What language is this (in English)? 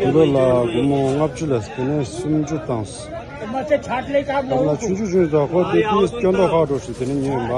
Tibetan